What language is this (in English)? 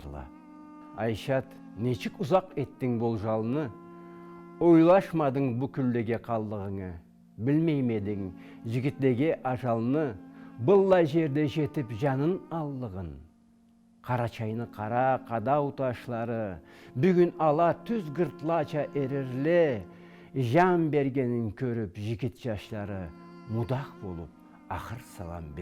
Karachay-Balkar